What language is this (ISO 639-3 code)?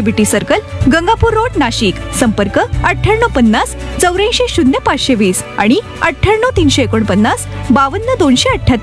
mar